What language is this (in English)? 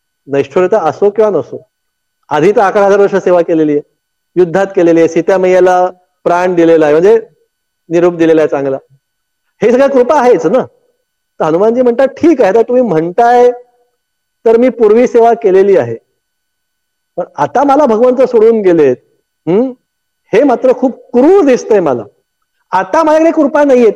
Marathi